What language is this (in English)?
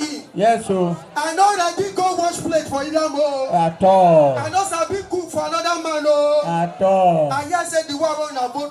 Nigerian Pidgin